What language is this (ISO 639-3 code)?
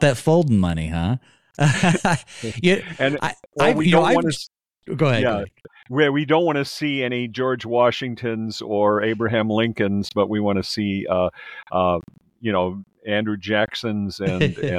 eng